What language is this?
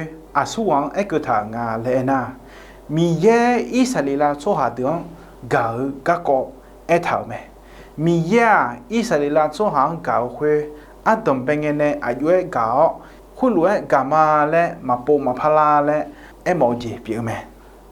Akha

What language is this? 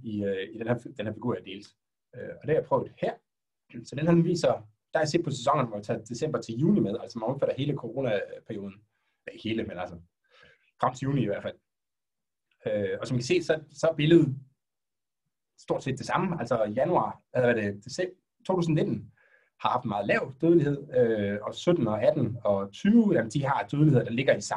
Danish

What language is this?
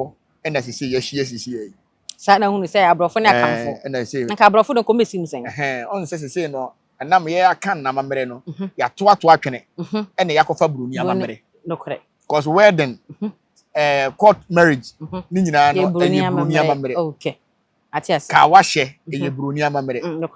Akan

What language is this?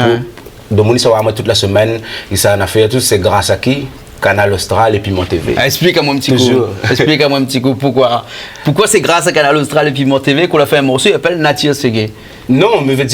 Réunion Creole French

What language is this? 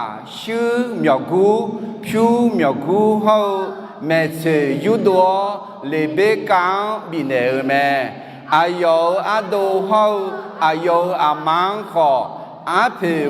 Akha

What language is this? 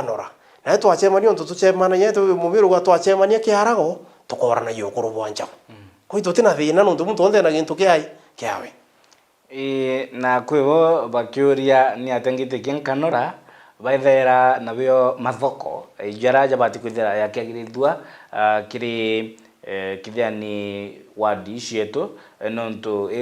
Meru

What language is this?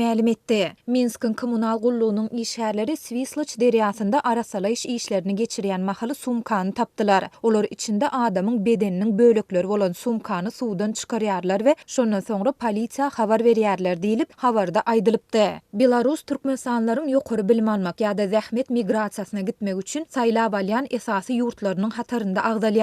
Turkmen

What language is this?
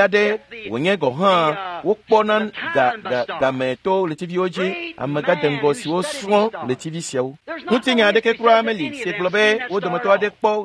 Ewe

